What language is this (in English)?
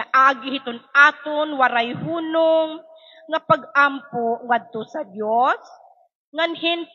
Waray